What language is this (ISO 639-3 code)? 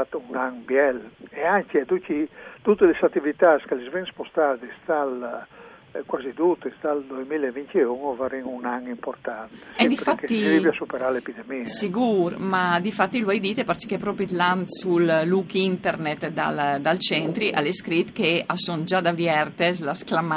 fur